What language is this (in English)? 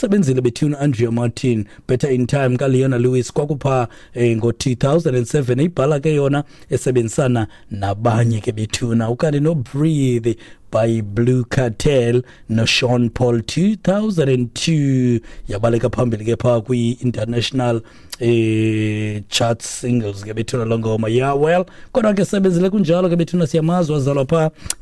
Xhosa